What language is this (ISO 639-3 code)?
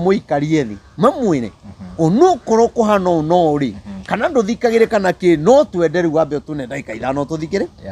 kik